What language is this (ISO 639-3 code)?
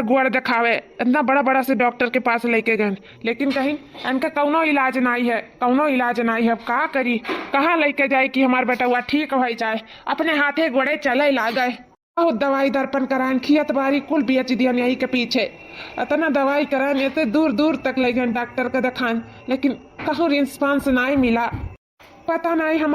awa